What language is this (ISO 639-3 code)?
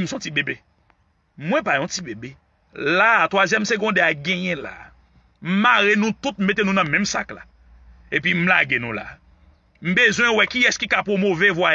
hat